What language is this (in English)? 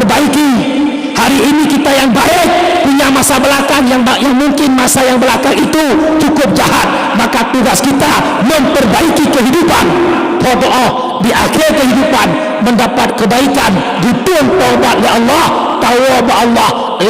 Achinese